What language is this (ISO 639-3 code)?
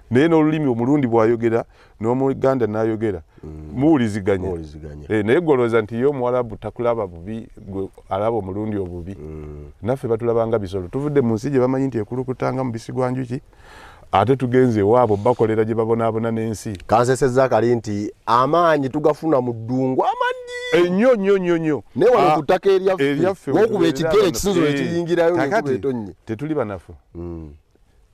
lug